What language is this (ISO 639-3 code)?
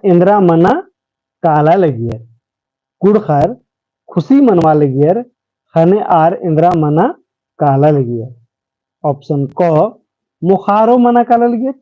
kru